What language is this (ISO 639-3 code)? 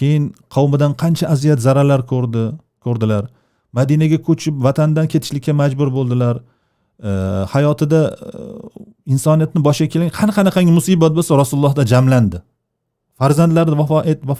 uzb